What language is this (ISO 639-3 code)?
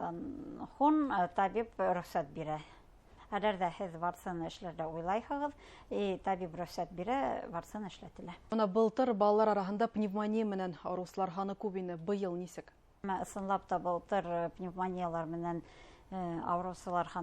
bak